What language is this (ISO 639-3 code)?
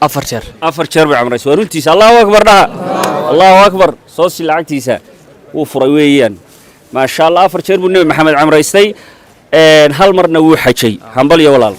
som